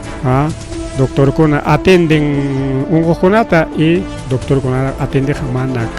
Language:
Ayacucho Quechua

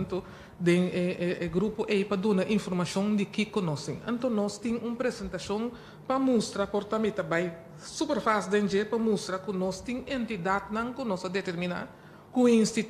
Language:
Papiamento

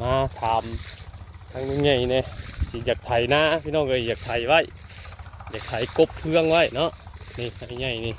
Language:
Northeastern Thai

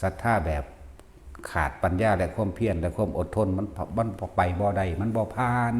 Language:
Lao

